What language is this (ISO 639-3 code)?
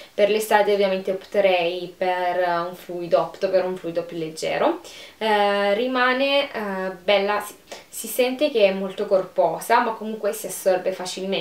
ita